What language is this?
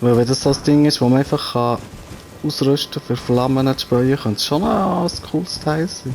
Swiss German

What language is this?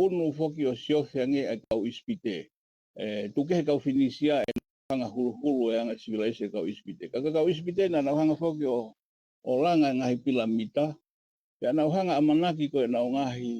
Tongan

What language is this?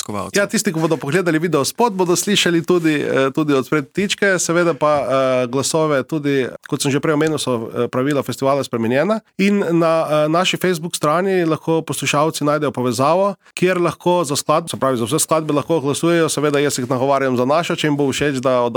Slovenian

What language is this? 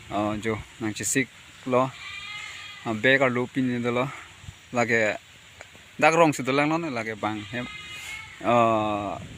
Karbi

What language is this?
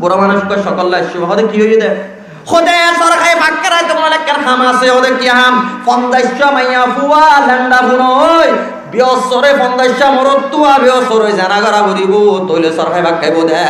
Rohingya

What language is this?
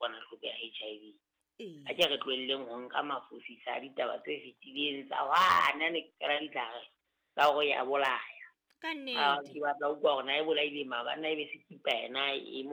Southern Sotho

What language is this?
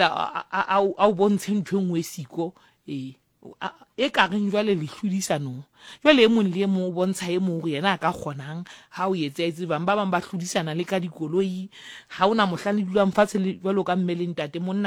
Southern Sotho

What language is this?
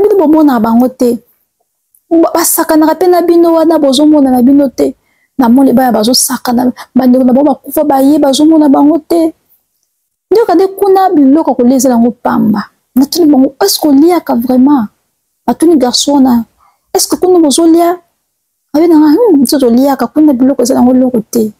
Lingala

